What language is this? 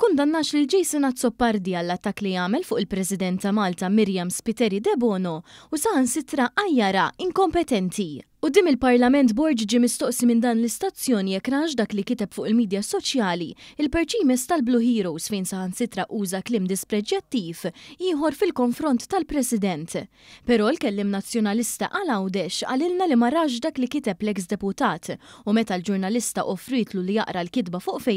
Maltese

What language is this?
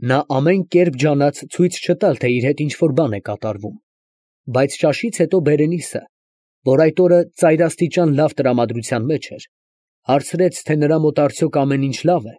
Armenian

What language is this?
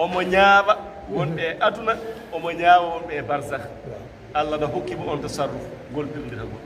Fula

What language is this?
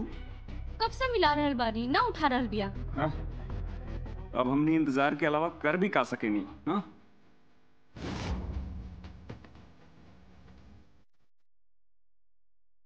Bhojpuri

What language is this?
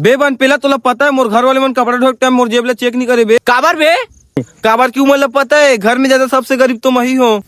Chhattisgarhi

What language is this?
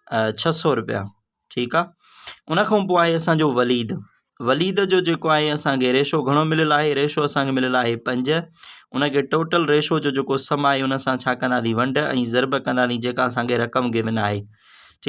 Sindhi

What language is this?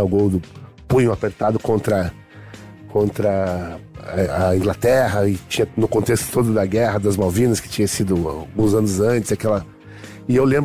Portuguese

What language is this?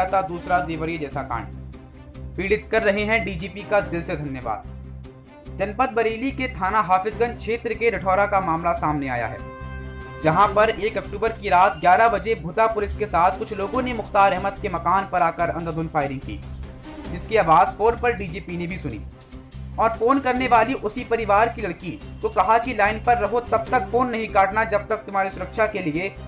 Hindi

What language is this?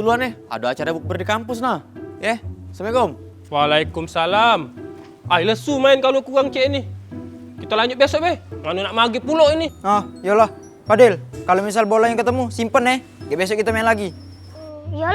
Musi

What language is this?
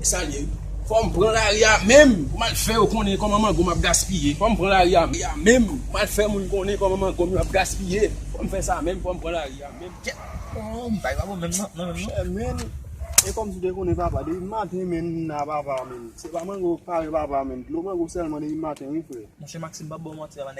Haitian Creole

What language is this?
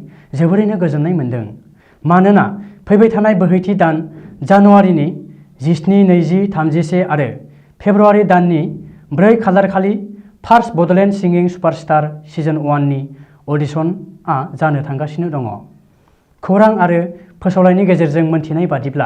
Bodo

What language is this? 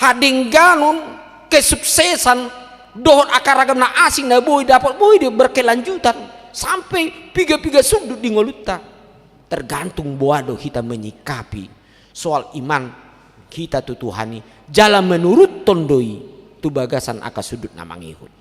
Batak Toba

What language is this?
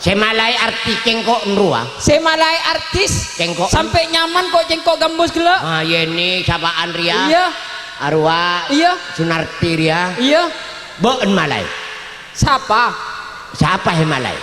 Madurese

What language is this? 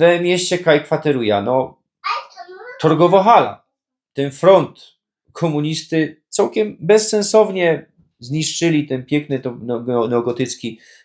Silesian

